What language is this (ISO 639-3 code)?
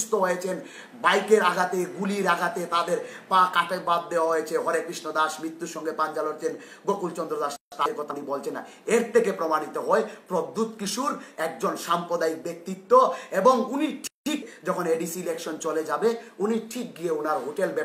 ben